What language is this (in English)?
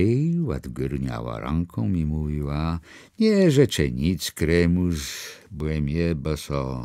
Kashubian